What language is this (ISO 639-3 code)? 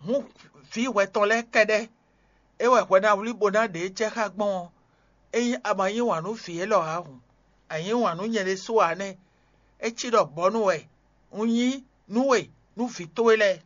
fon